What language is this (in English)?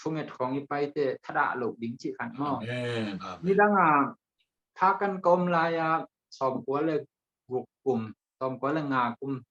Tedim Chin